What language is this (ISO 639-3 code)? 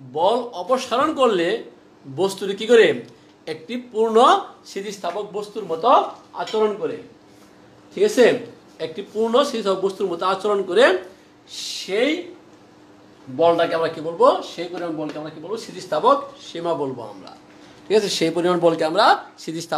ben